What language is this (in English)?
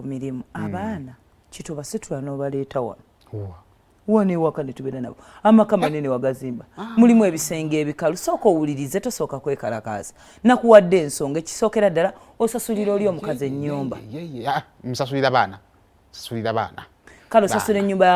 Ganda